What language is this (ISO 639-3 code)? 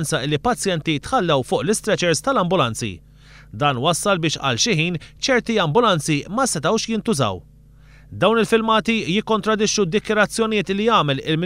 mlt